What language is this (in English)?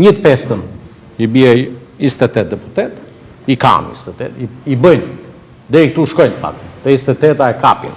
Albanian